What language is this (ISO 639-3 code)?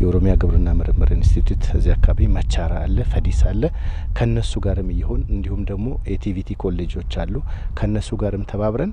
amh